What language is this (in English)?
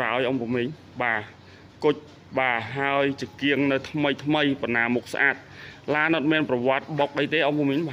Khmer